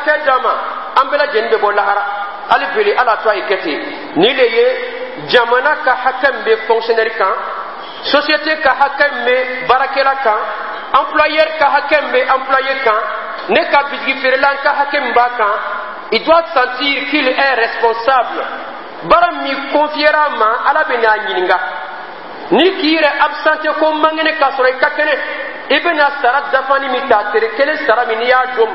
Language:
Dyula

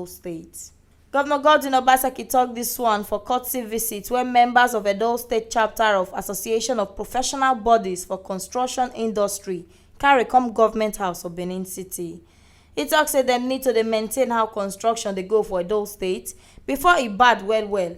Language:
Nigerian Pidgin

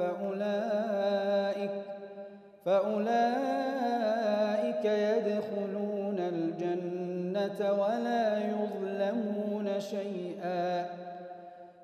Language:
Arabic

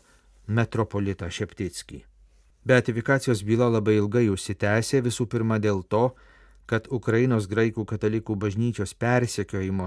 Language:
Lithuanian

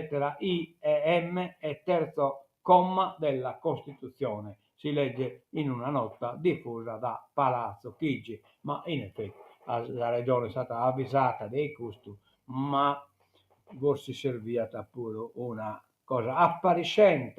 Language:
Sardinian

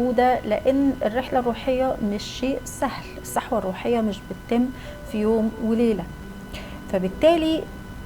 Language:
Egyptian Arabic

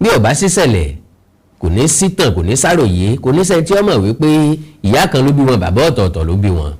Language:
Yoruba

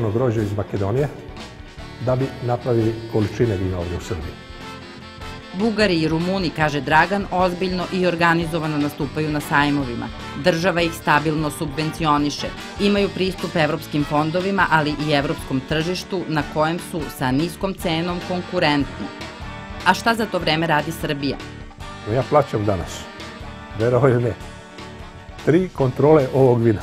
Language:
Serbian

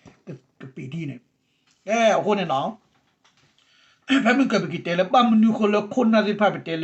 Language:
S'gaw Karen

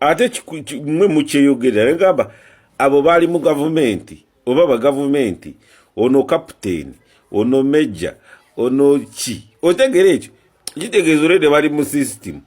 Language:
Ganda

